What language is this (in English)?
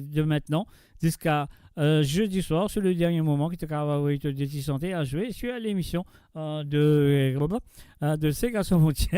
Morisyen